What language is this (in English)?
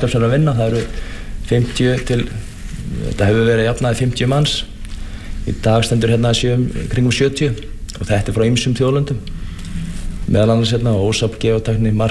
Icelandic